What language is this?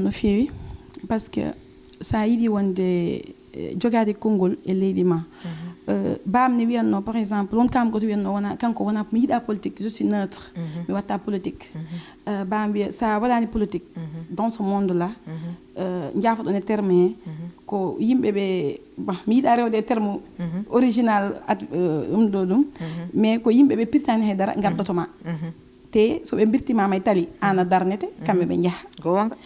Fula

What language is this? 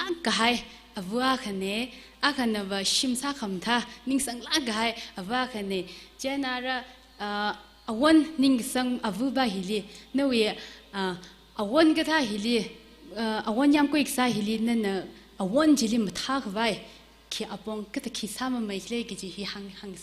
Tangkhul Naga (India)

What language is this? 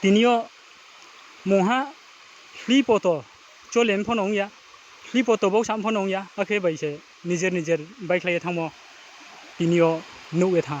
Riang (India)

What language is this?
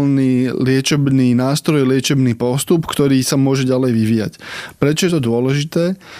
Slovak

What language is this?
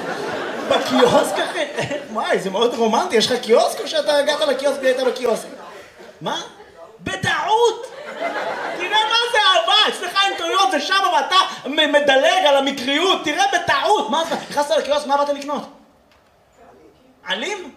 Hebrew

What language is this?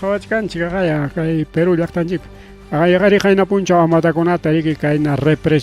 Ayacucho Quechua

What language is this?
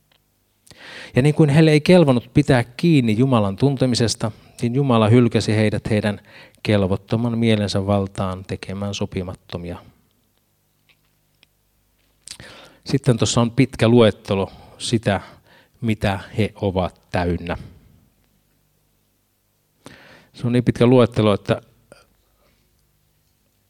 Finnish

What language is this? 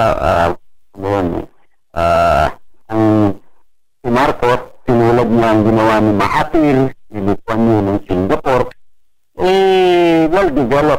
Filipino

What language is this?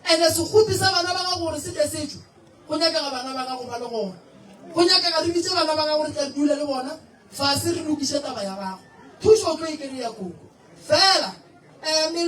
Northern Sotho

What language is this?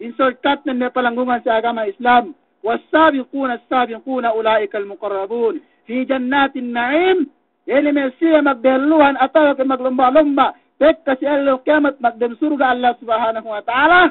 Yakan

